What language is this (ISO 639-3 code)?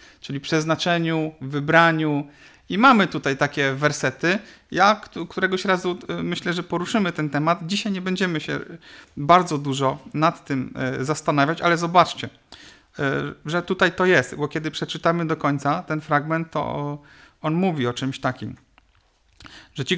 pol